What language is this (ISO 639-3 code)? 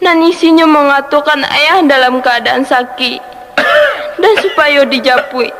min